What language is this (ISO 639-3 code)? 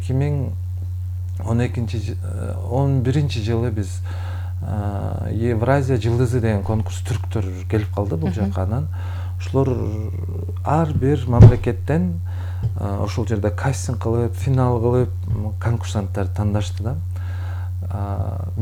kir